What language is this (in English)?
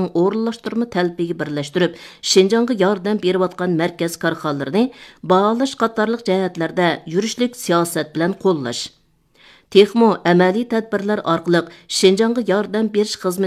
Uyghur